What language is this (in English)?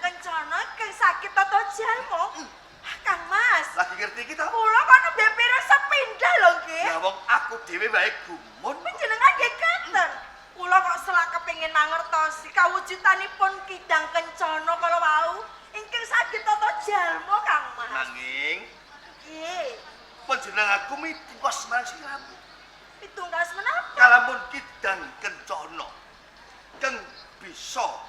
Javanese